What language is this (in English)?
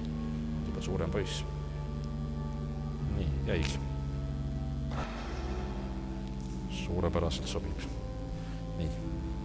Estonian